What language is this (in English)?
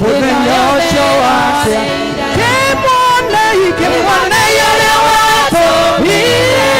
Kikuyu